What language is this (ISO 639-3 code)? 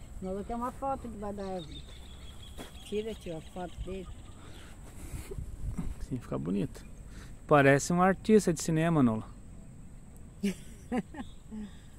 por